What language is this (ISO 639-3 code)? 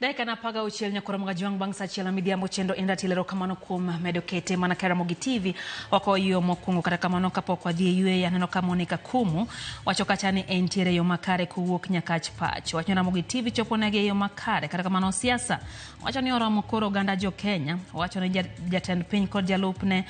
luo